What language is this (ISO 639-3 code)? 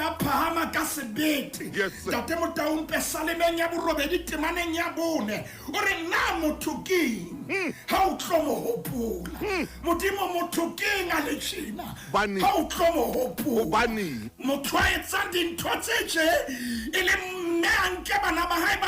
sot